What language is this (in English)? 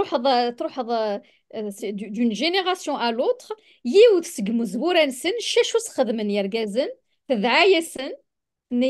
Kabyle